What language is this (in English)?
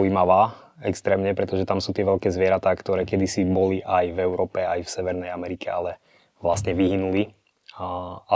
Slovak